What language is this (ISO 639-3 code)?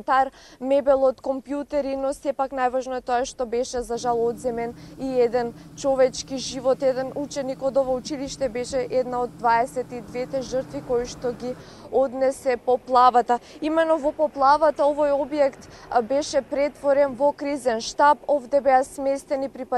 mkd